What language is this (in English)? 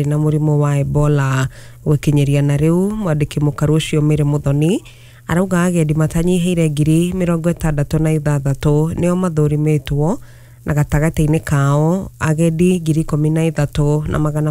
Kikuyu